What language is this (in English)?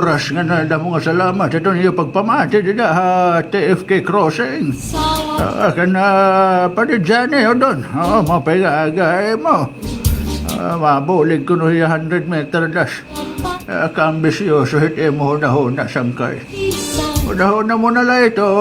Waray